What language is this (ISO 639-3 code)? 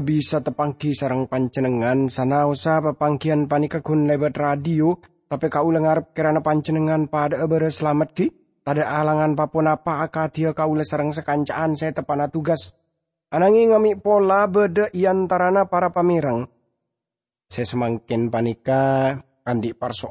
mad